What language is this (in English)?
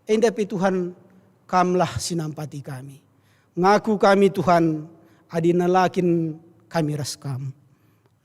Batak Karo